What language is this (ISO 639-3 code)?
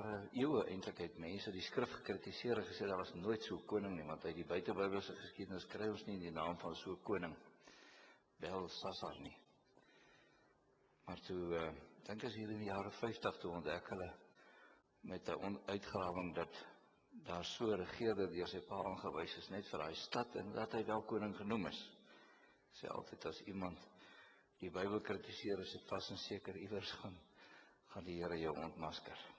afr